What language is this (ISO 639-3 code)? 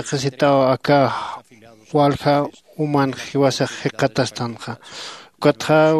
aym